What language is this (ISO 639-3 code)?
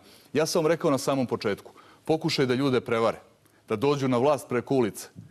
srp